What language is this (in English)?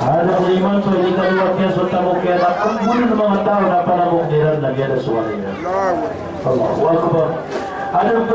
Maranao